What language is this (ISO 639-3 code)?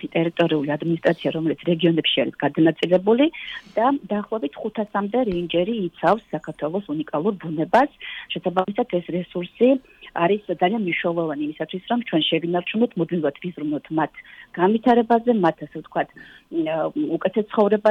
kat